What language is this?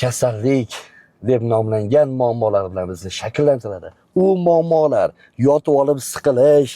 Uzbek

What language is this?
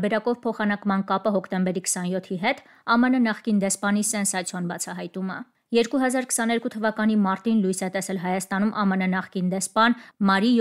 Armenian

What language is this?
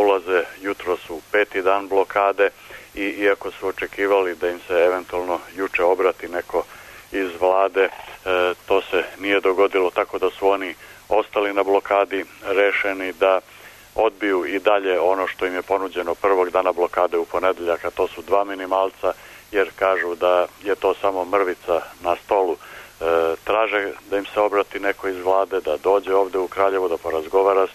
Serbian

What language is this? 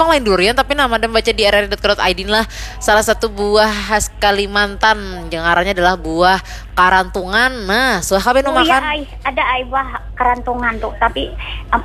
Banjar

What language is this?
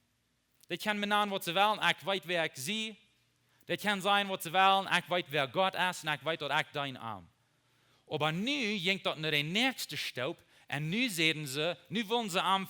Plautdietsch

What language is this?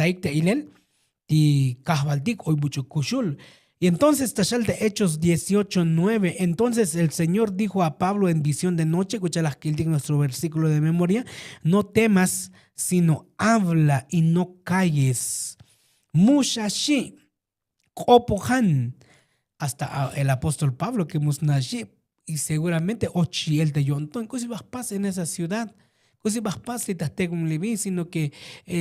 Tzotzil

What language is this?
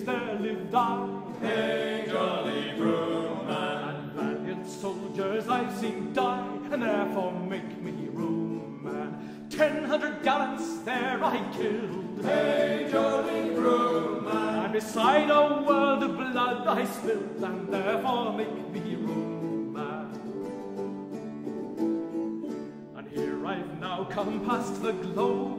English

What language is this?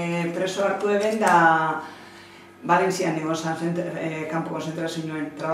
Basque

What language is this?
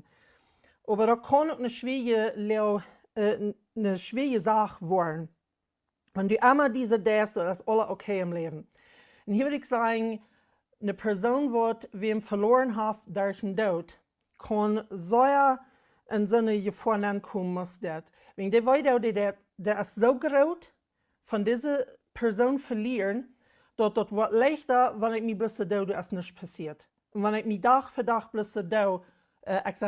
Plautdietsch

